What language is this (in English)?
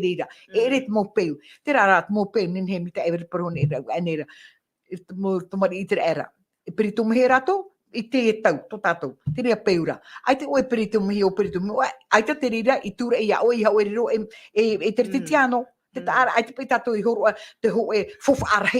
Tahitian